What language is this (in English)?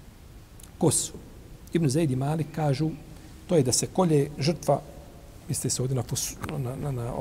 Bosnian